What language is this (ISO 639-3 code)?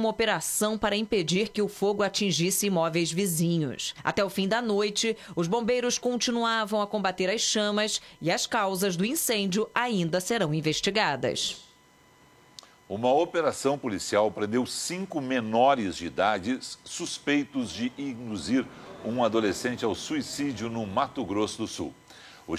por